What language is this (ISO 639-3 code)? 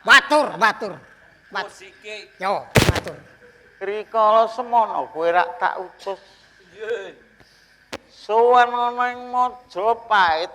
jav